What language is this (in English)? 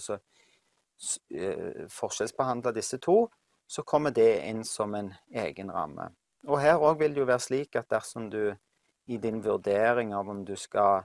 Norwegian